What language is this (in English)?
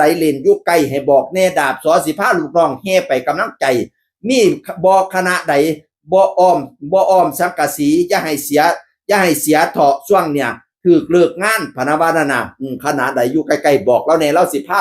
Northeastern Thai